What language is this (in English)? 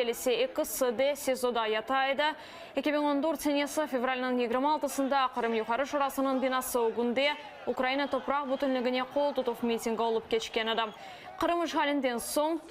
Crimean Tatar